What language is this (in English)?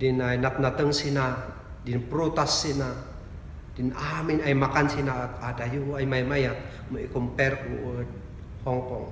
Kankanaey